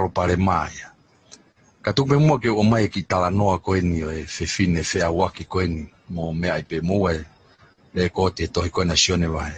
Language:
Tongan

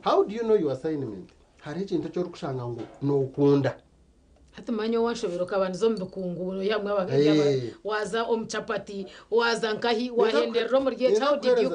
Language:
Nyankole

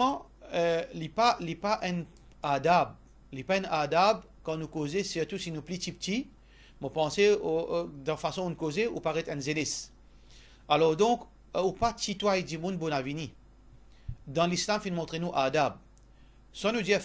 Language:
Morisyen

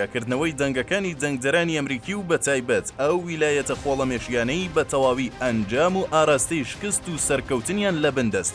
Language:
Central Kurdish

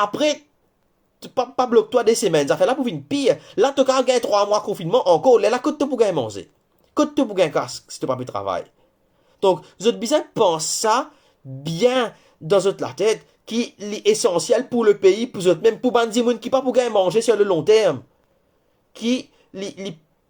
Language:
Morisyen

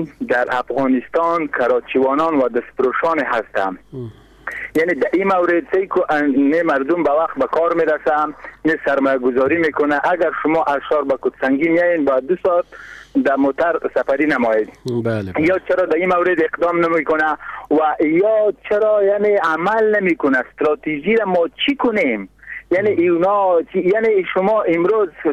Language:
Persian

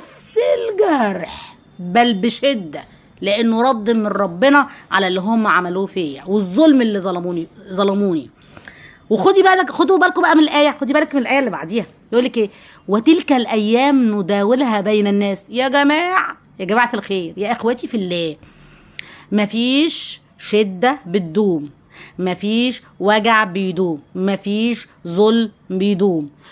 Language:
Egyptian Arabic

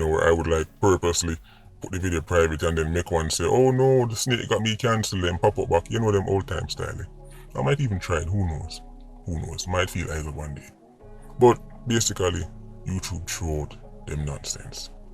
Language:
Jamaican Creole English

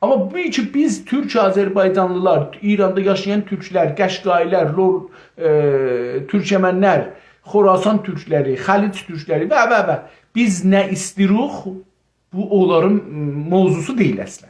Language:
South Azerbaijani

